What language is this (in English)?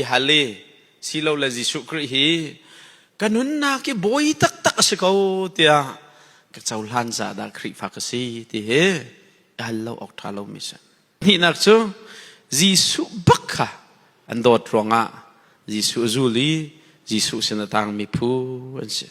Hakha Chin